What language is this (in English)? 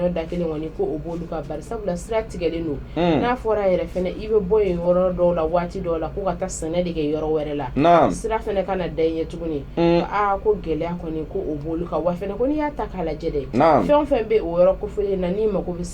Bambara